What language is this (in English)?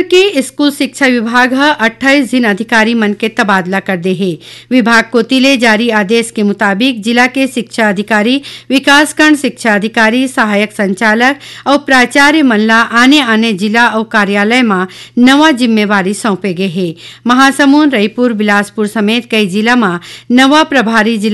Chhattisgarhi